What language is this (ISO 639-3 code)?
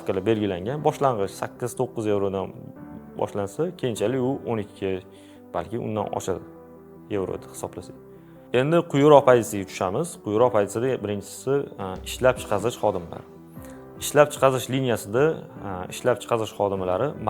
uzb